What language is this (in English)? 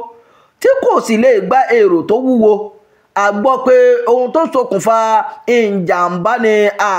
Yoruba